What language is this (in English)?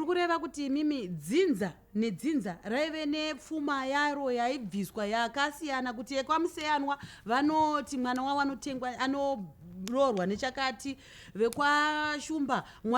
Shona